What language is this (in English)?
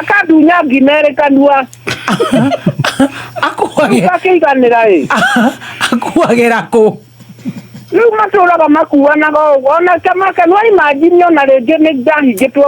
Kikuyu